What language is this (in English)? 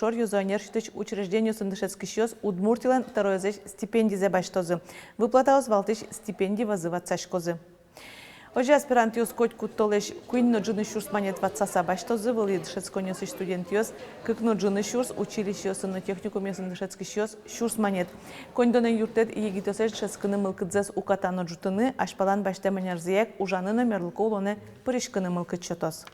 Udmurt